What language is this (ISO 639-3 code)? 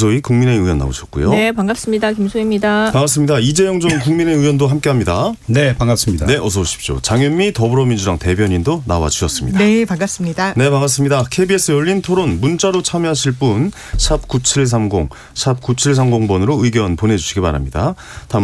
kor